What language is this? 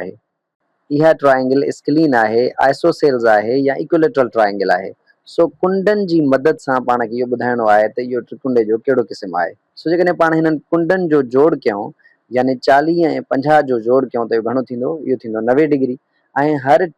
Sindhi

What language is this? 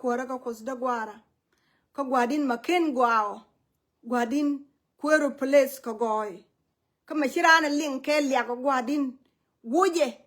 Nuer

